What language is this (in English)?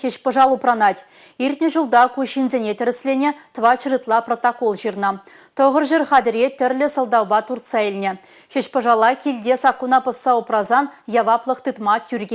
Chuvash